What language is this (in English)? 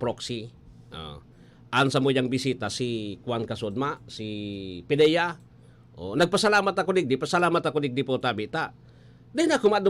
Bikol